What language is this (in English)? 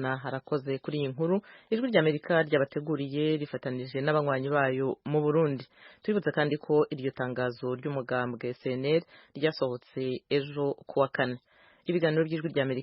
Rundi